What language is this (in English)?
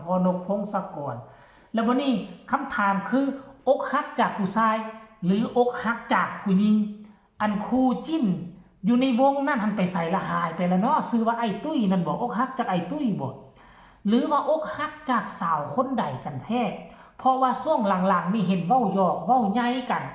Northeastern Thai